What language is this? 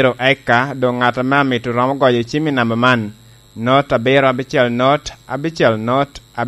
Lango (Uganda)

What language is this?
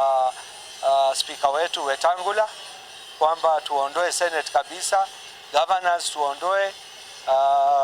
Meru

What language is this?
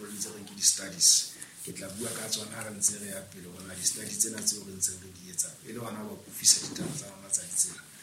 Southern Sotho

